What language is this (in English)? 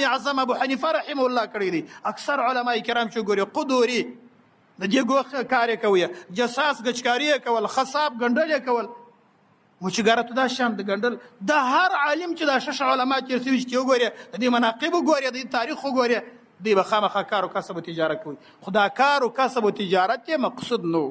Pashto